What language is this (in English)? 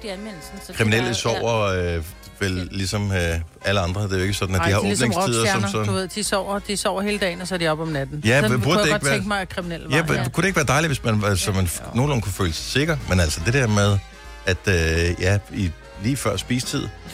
Danish